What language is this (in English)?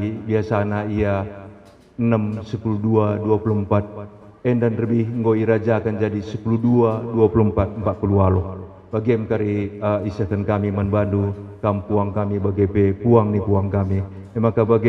Batak Karo